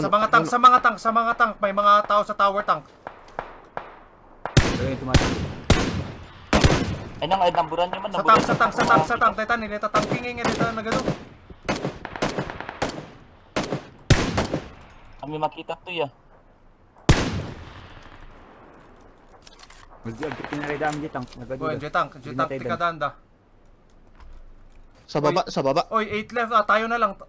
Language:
Filipino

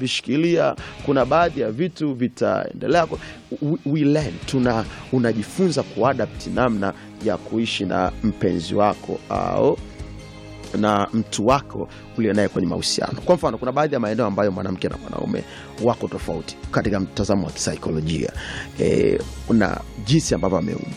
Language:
Swahili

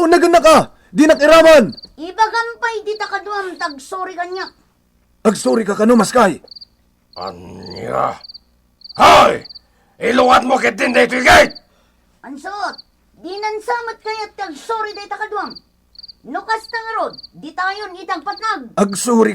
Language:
Iloko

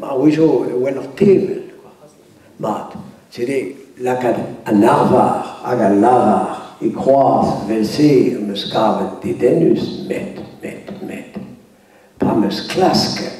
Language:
Breton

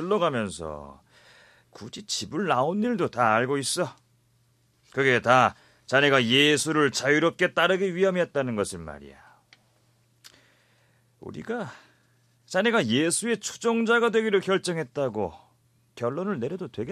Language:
Korean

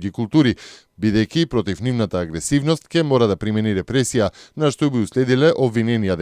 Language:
Macedonian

